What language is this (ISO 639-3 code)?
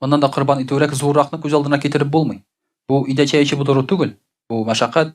tat